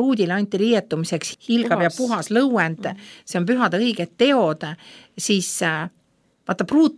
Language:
Estonian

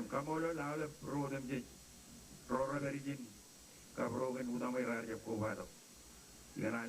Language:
Marshallese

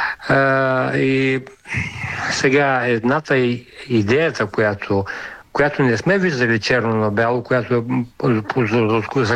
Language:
Bulgarian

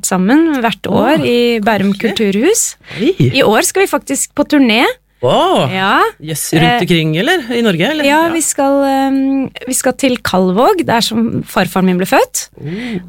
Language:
Norwegian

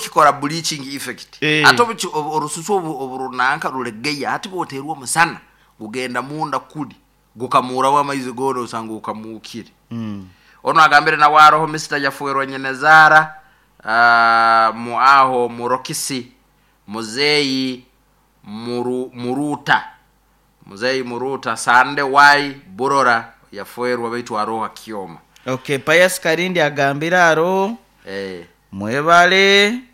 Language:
Nyoro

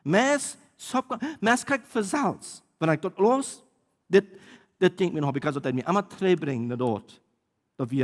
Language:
Plautdietsch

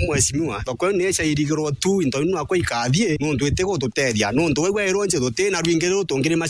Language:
Meru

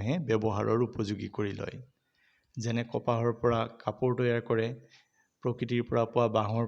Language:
Assamese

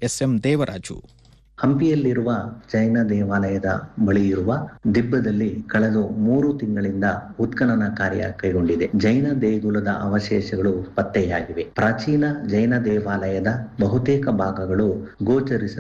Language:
Kannada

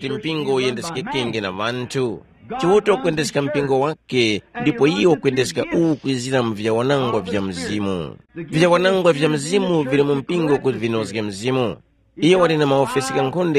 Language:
Tumbuka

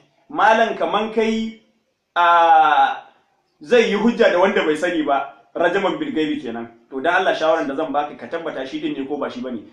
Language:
Hausa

